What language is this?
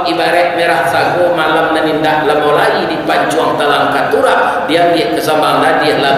Minangkabau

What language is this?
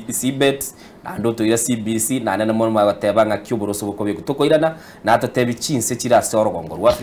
Gusii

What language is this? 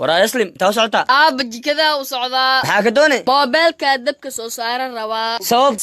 Somali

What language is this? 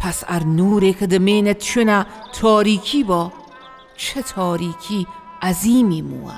Northern Luri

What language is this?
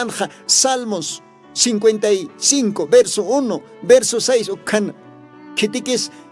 Aymara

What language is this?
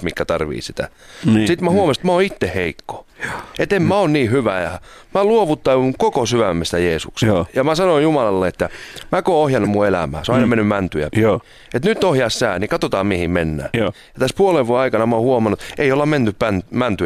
Finnish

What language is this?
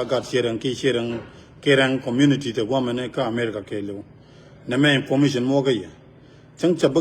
Nuer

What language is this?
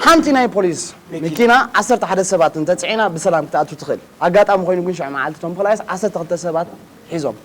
Tigrinya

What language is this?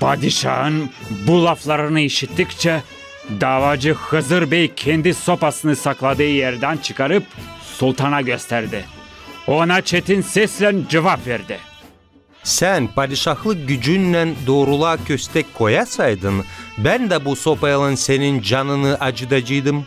Gagauz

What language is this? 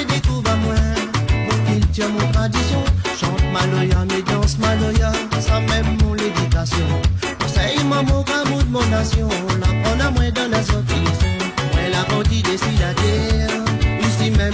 Réunion Creole French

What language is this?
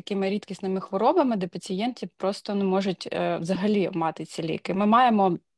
Ukrainian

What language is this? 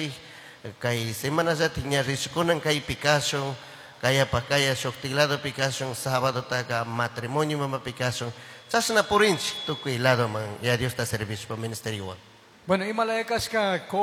Chimborazo Highland Quichua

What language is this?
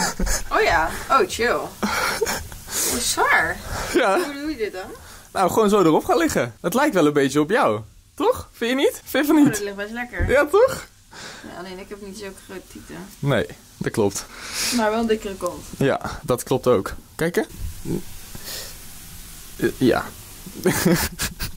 Dutch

